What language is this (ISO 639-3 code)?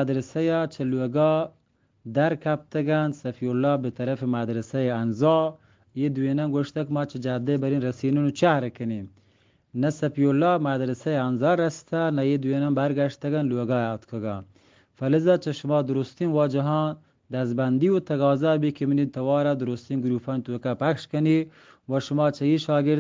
bgp